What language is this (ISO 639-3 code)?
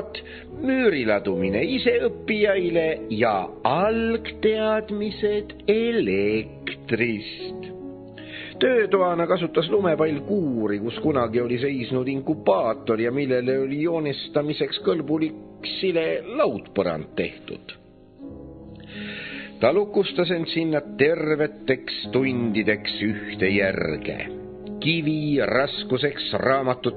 est